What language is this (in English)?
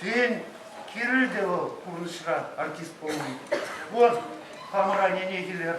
Chuvash